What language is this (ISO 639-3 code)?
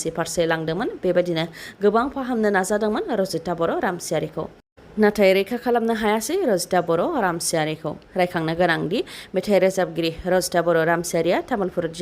brx